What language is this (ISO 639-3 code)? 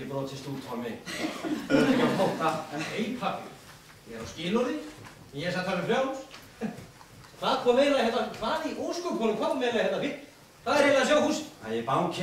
isl